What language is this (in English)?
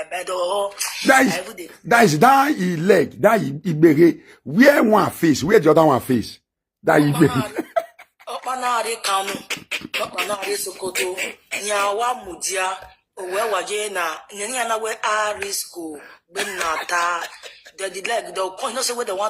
Nigerian Pidgin